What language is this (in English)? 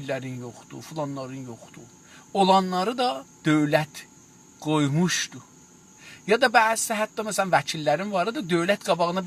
South Azerbaijani